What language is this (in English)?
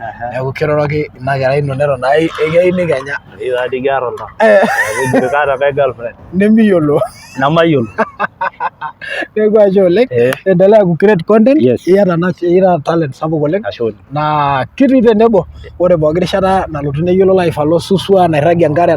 Masai